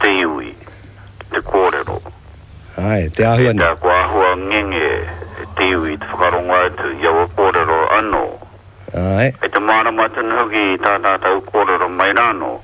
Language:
Māori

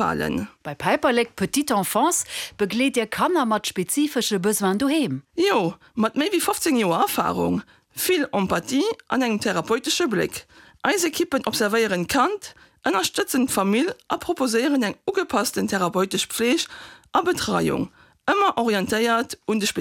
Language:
Luxembourgish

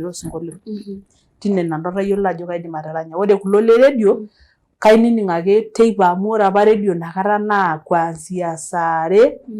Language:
Masai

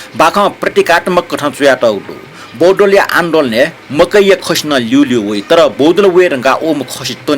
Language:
Newari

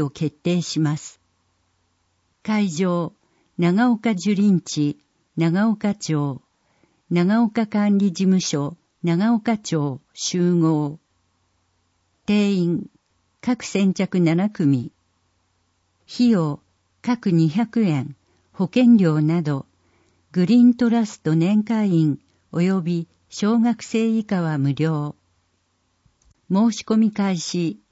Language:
Japanese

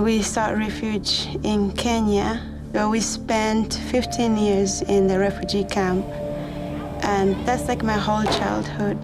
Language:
Tahitian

